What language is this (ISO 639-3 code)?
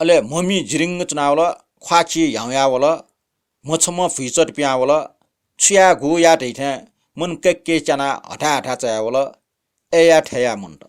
new